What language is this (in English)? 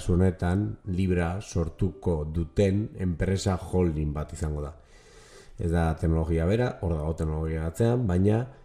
Basque